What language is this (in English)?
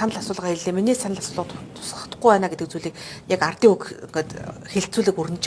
Mongolian